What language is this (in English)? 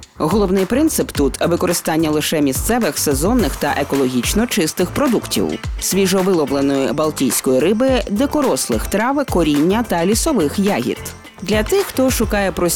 Ukrainian